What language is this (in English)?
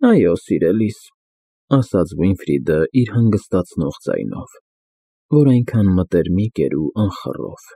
Armenian